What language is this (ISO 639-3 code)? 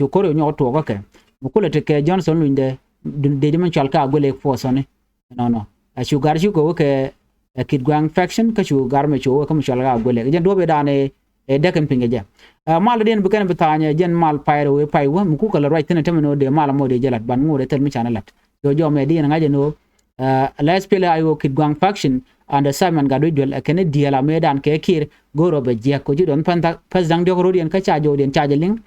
nus